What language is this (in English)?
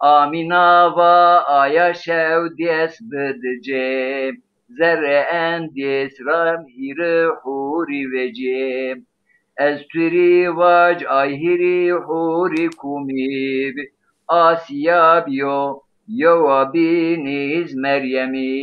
Zaza